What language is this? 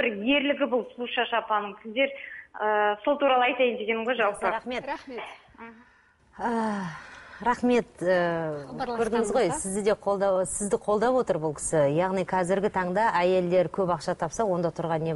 Kazakh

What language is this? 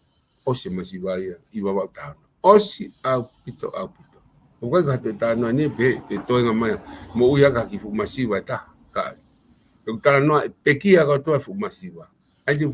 Tongan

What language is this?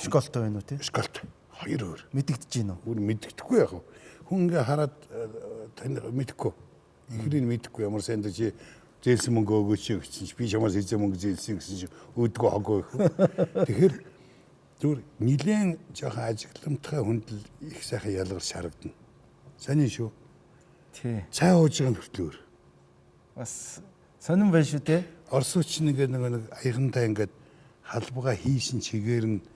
Mongolian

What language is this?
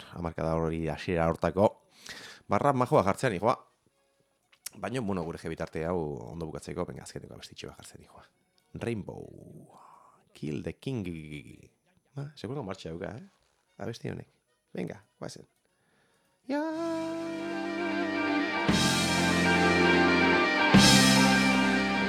Basque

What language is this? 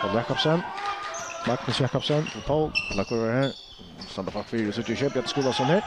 Faroese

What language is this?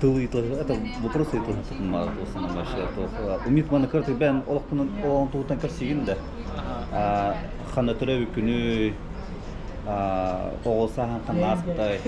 Yakut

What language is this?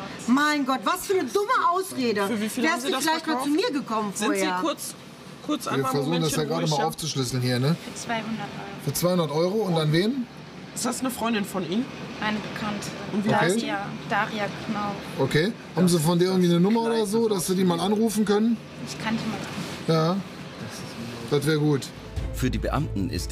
German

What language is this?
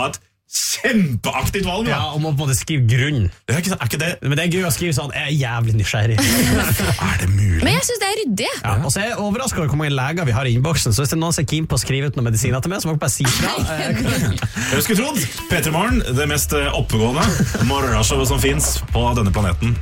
Norwegian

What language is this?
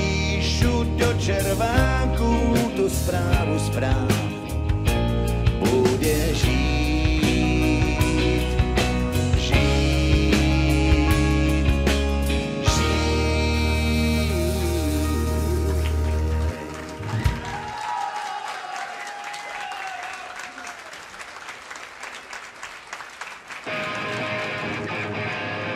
Czech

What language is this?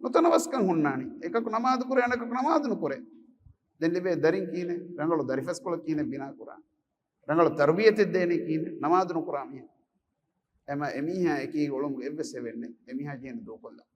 Divehi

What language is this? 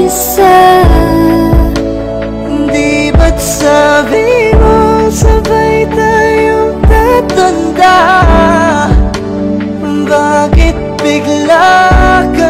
Filipino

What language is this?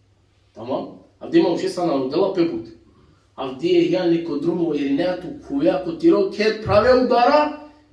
Balkan Romani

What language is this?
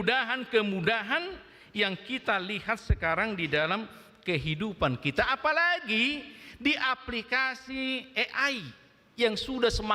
Batak Toba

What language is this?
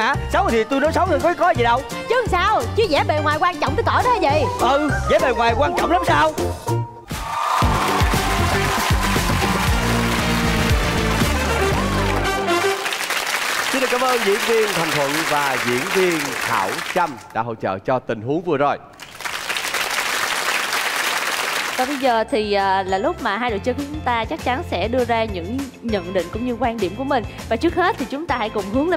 Vietnamese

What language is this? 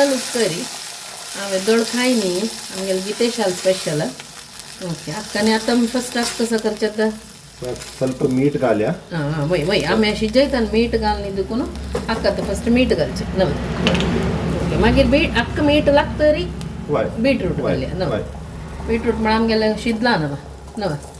Konkani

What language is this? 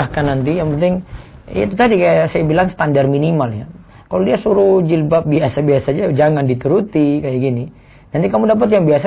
Indonesian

